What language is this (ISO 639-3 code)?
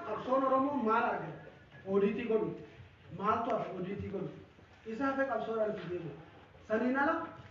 orm